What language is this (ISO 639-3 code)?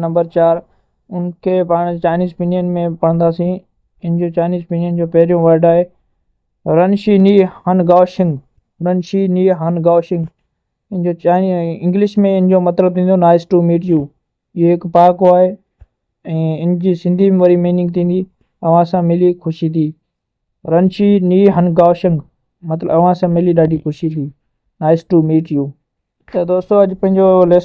snd